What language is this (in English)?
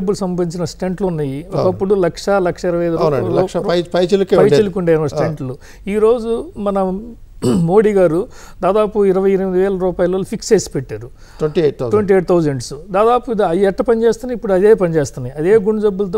Telugu